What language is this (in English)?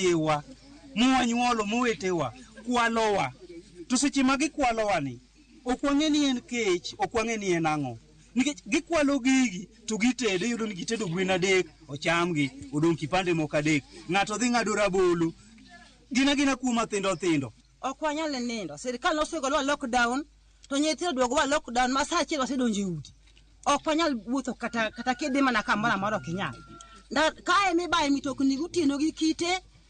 Luo (Kenya and Tanzania)